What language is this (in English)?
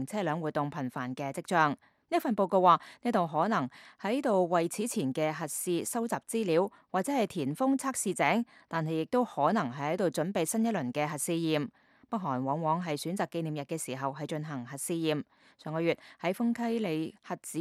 Cantonese